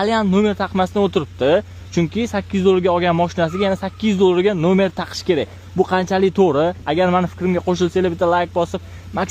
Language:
Uzbek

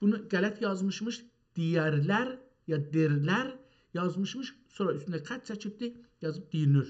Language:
South Azerbaijani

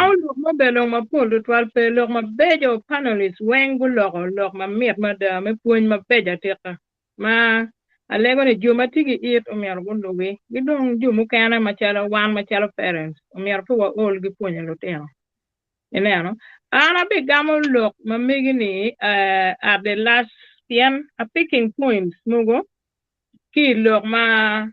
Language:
Acoli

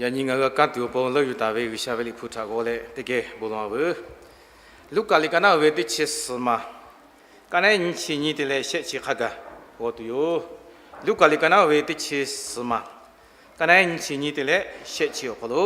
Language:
Lahu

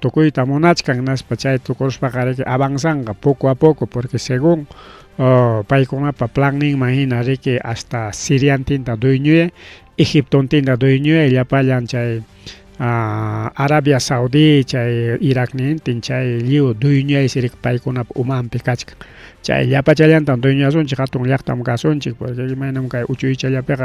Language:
Ayacucho Quechua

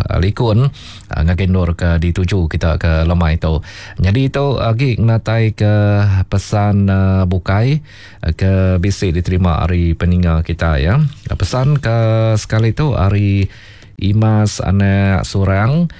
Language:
Iban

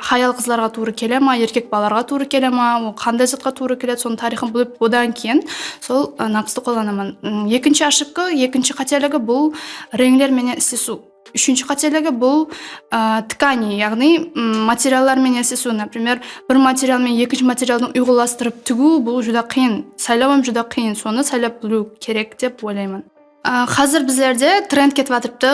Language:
Kara-Kalpak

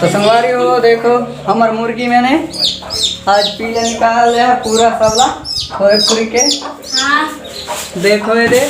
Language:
Chhattisgarhi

